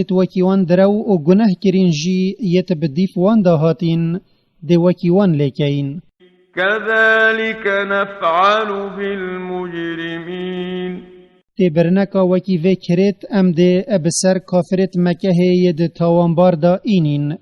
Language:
Kurdish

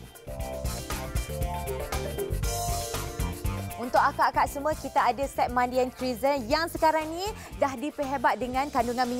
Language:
Malay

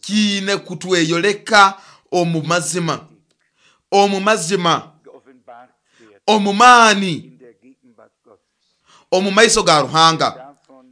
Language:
Nyoro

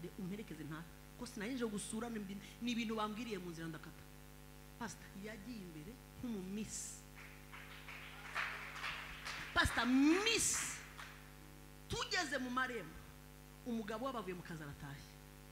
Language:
Kinyarwanda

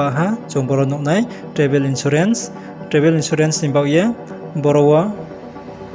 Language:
Riang (India)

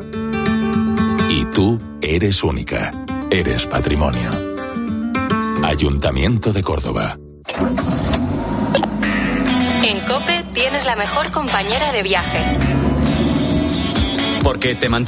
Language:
Spanish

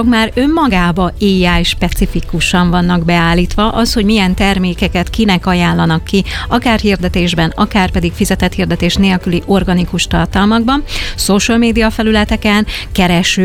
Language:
Hungarian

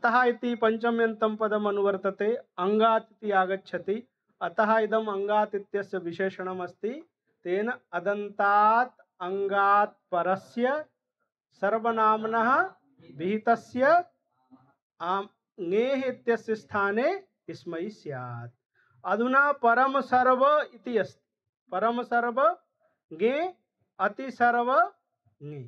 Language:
Sanskrit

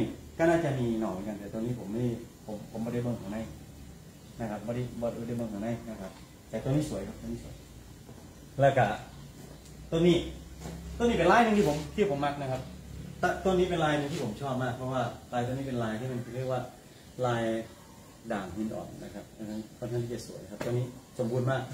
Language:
Thai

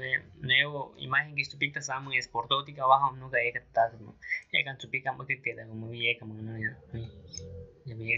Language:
Aguaruna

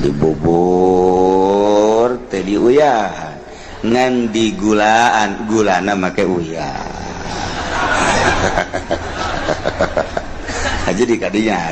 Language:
Sundanese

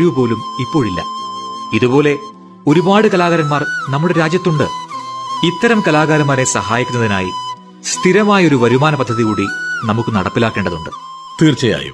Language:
Malayalam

